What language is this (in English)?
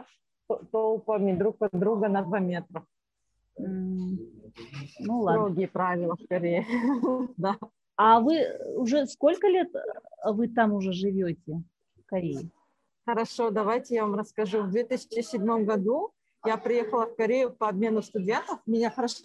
Russian